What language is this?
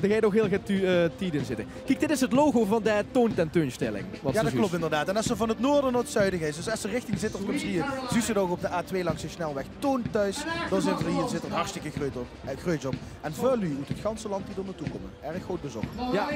Limburgish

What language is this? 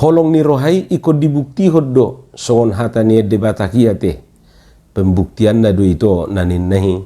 Batak Toba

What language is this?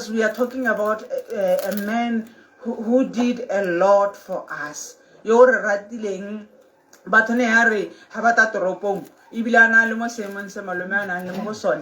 Tswana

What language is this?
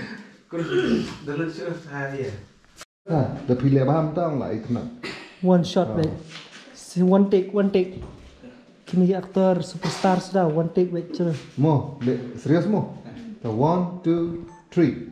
Khasi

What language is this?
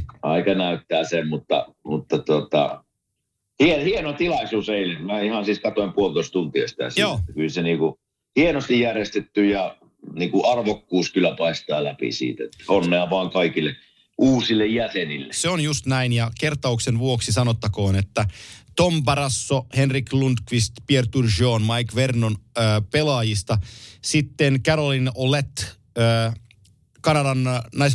Finnish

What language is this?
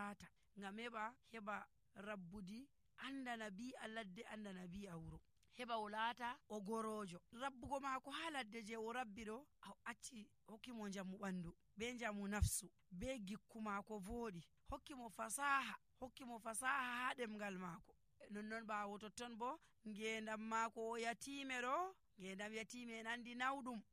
Nigerian Fulfulde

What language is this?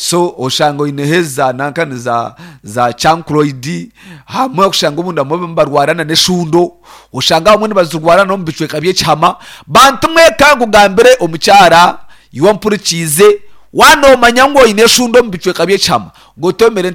Nyankole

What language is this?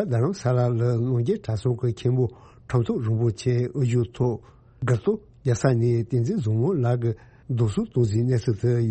Tibetan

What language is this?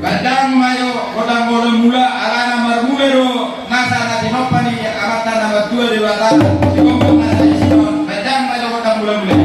Batak Toba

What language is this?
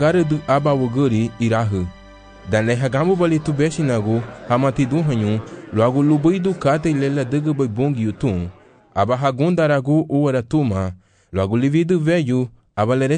Garifuna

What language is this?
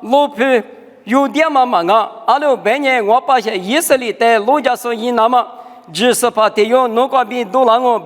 Lisu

